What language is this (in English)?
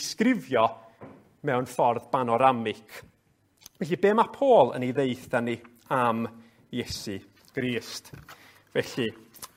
Welsh